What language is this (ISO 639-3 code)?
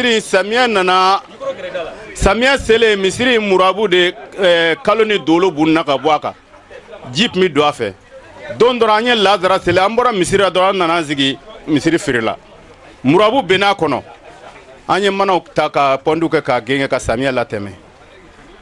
bam